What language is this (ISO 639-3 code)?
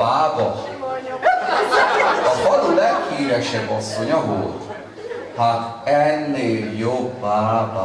hun